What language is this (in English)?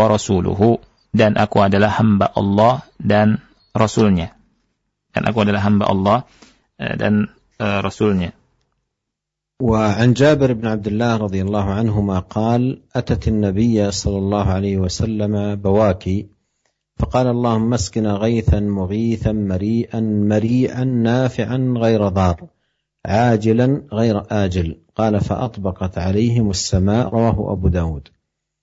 Indonesian